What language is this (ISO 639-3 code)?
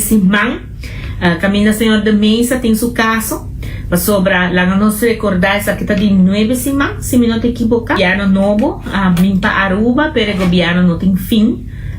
pap